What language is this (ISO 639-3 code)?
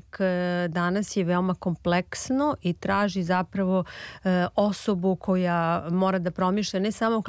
srp